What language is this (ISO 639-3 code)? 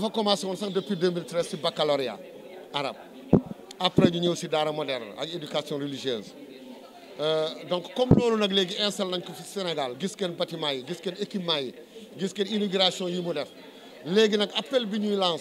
wol